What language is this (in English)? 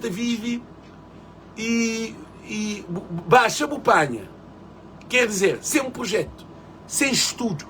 Kabuverdianu